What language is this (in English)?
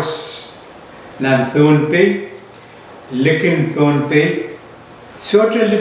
Pohnpeian